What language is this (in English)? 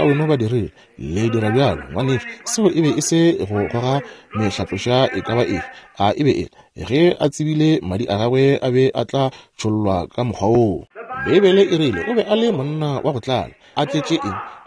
Northern Sotho